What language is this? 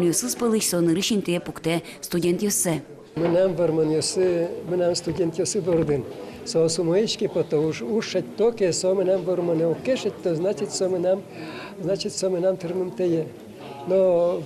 Udmurt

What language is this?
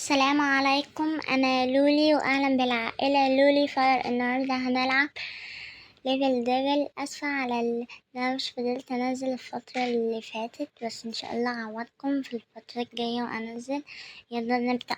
Egyptian Arabic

